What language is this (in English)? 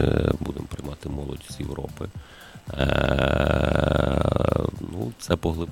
Ukrainian